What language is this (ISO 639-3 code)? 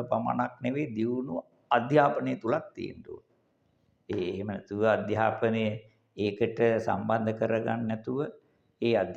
sin